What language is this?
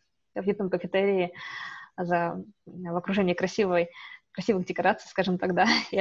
Russian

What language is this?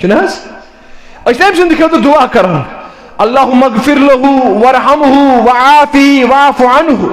Kashmiri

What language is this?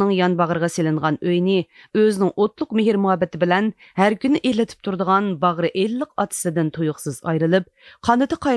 Uyghur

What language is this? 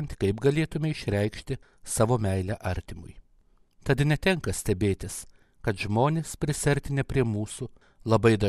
Lithuanian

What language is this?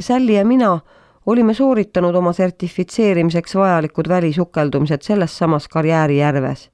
Estonian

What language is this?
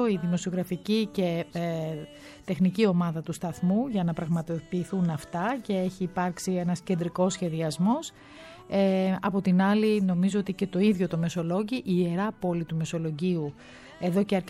Greek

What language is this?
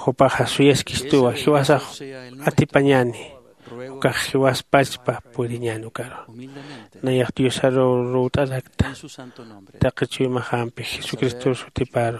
Aymara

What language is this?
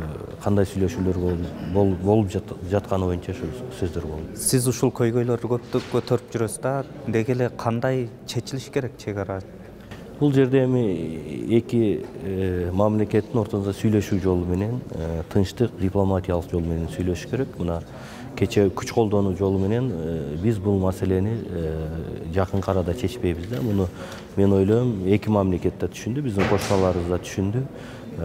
Kyrgyz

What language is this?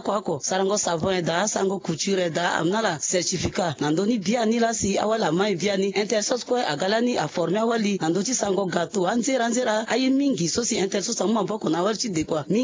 Sango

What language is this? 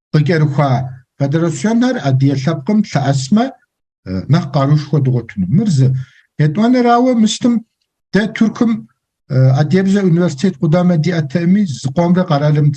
Kabardian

